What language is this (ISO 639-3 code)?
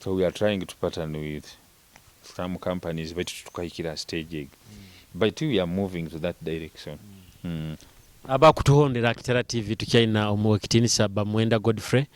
nyo